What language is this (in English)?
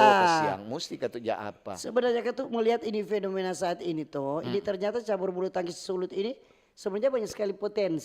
Manado Malay